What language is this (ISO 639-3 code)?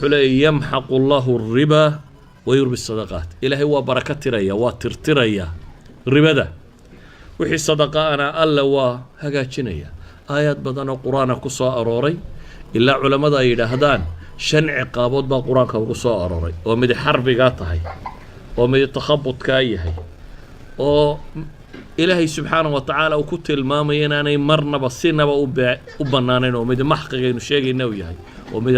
som